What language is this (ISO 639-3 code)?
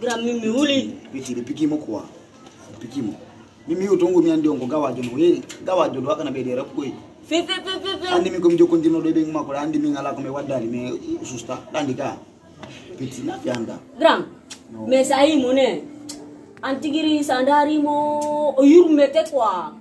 ful